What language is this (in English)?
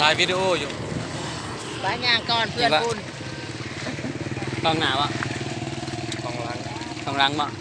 Lao